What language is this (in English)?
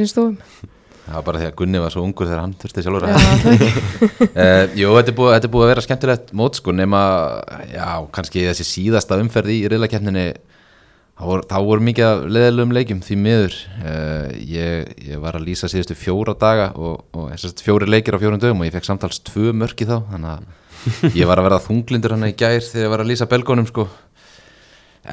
Icelandic